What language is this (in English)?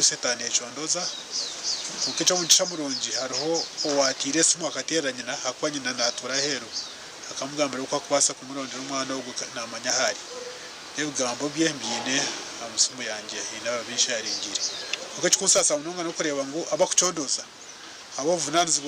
Nyankole